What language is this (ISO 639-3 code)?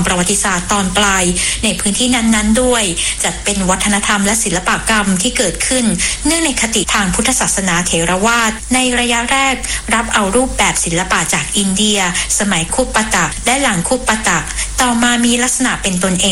tha